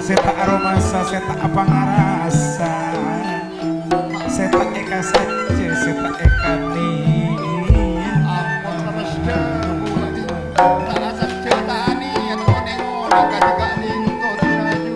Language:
Madurese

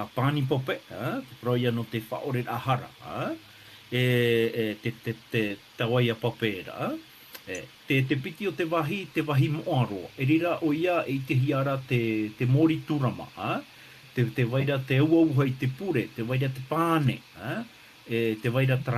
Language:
Tahitian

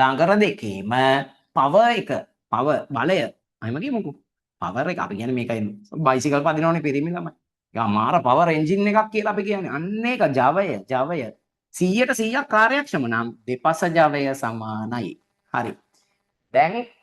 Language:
Sinhala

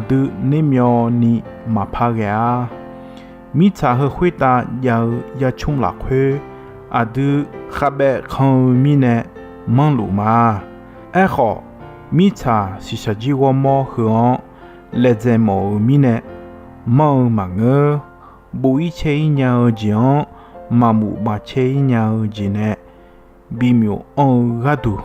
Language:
Akha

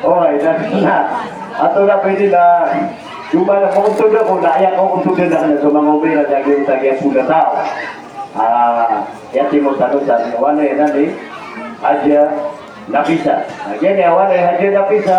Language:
Maranao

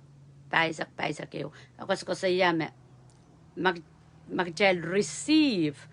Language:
Pohnpeian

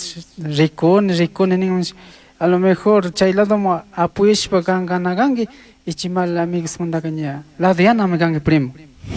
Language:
Chimborazo Highland Quichua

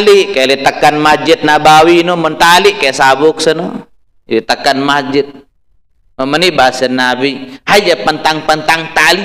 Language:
Sasak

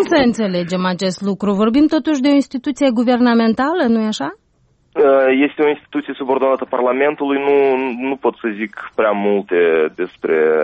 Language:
Romanian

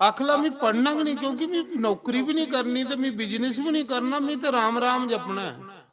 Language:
Dogri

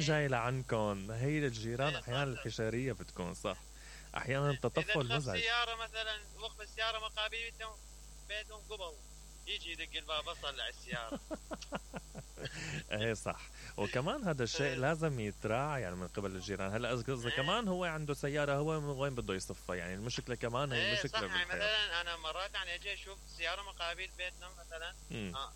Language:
Mesopotamian Arabic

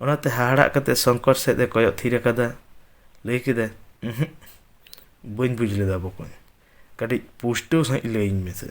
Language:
Santali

